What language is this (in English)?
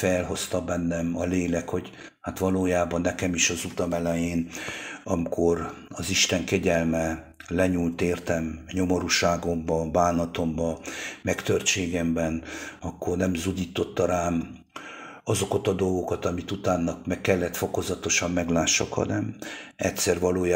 Hungarian